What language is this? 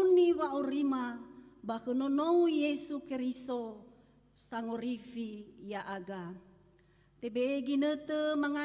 Nias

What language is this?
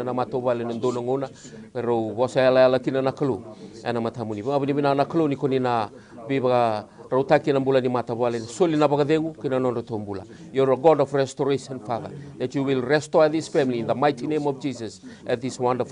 Fijian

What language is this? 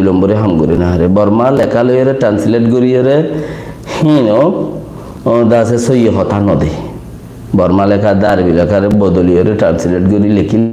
Rohingya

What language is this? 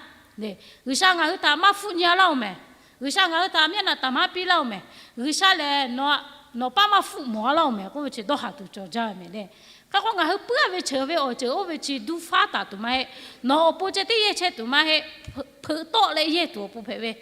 Lahu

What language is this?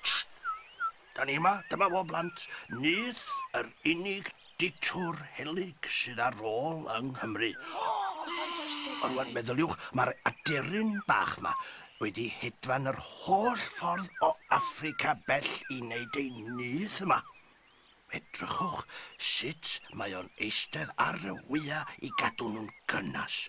Welsh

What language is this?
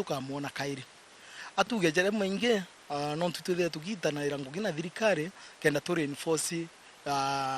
Meru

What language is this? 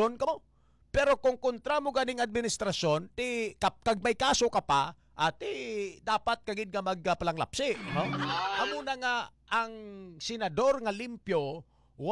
Hiligaynon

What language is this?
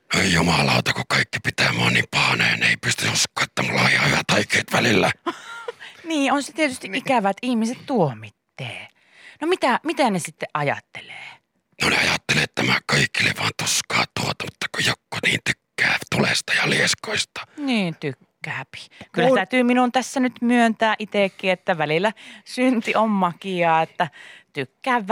Finnish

